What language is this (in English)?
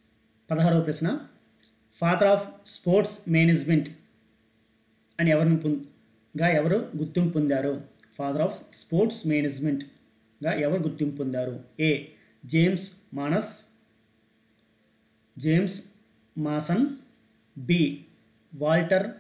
Telugu